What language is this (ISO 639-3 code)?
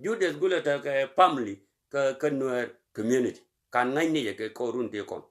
nus